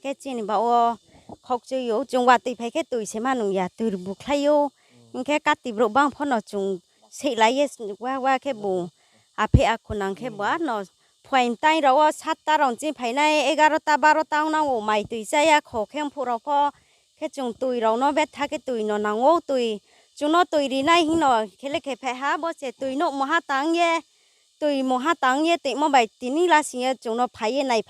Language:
Riang (India)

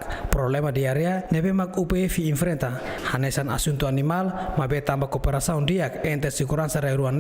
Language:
Tetum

